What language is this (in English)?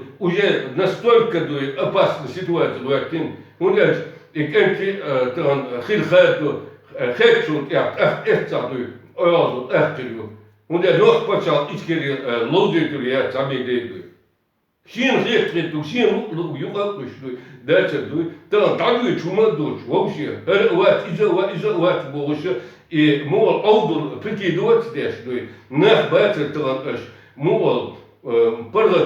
Chechen